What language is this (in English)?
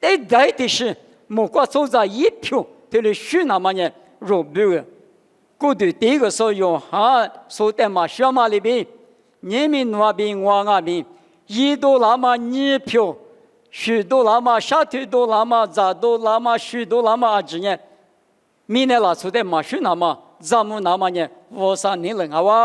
Lisu